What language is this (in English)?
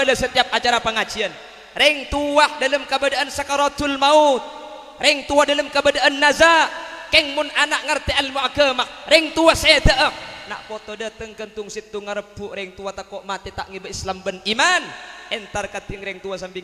Madurese